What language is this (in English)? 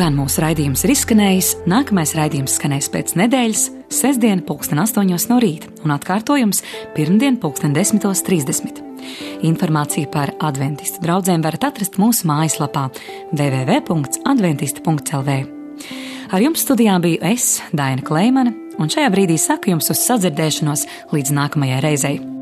Latvian